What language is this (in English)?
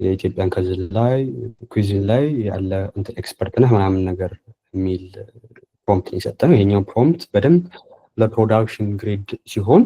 Amharic